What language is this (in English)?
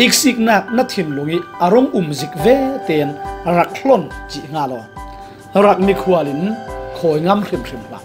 Falam Chin